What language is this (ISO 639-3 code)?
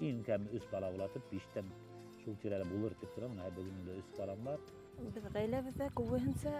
bak